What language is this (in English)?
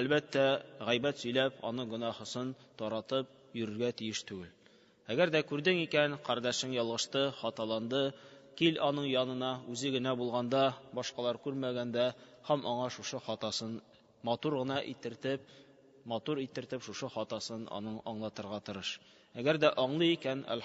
Tatar